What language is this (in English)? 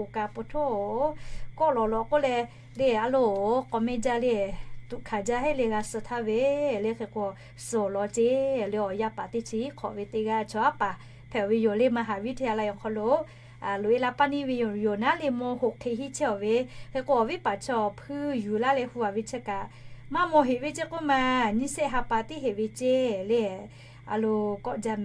Lahu